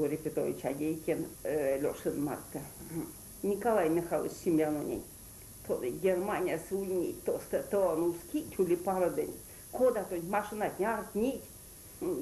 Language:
Erzya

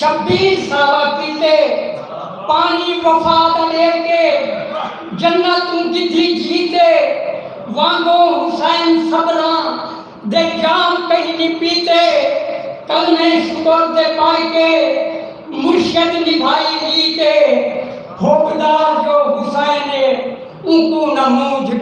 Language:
Saraiki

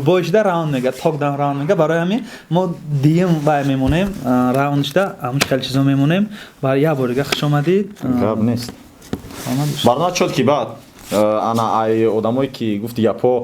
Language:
Tajik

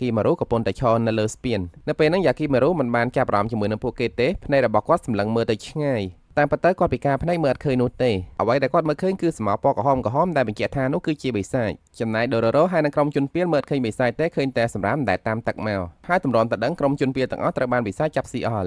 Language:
Khmer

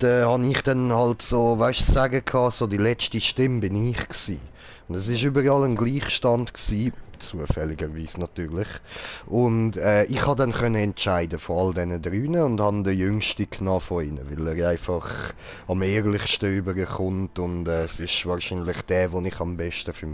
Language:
Swiss German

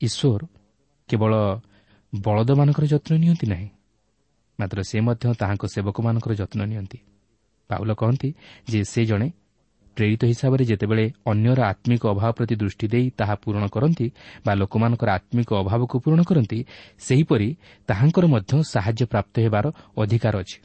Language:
Odia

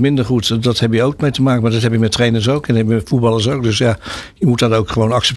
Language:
Dutch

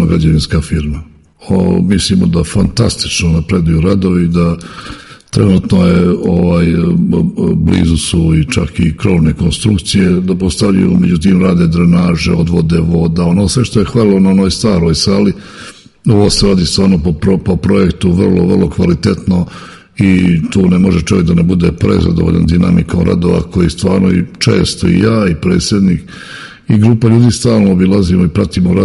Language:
Serbian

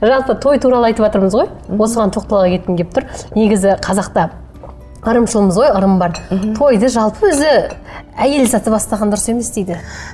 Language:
Kazakh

